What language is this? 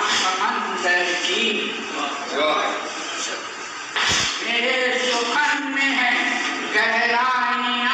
Hindi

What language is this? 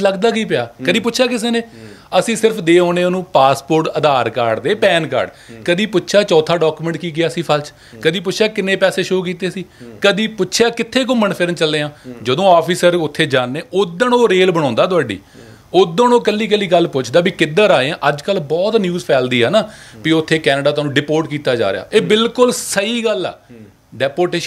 Punjabi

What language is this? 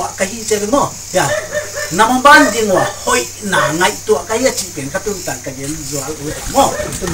Paite Chin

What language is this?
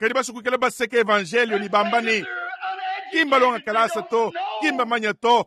Luba-Lulua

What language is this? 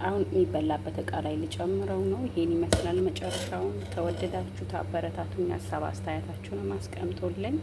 Amharic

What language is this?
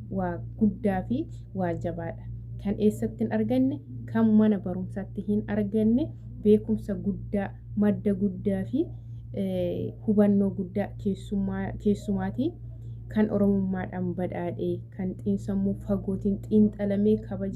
Oromo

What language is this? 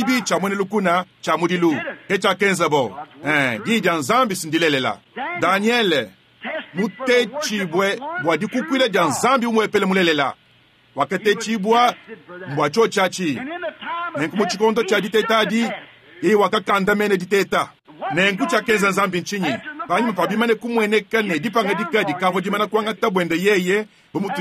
Luba-Lulua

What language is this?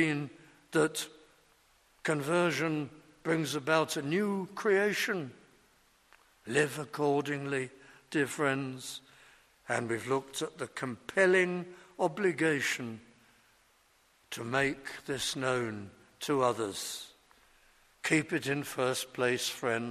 English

